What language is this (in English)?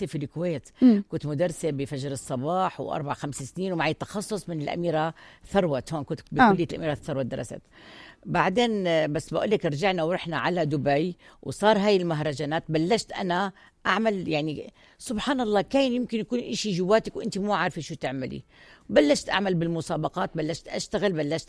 North Levantine Arabic